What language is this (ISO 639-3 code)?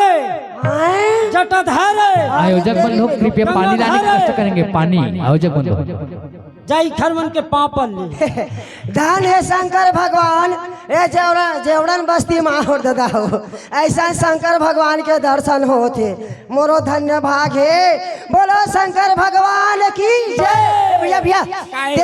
hne